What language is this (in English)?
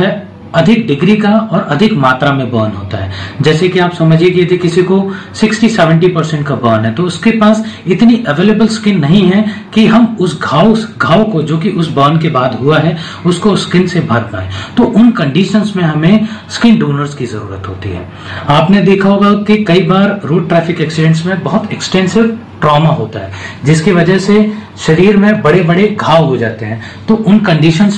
Hindi